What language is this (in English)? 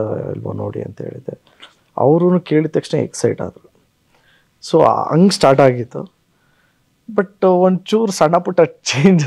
Kannada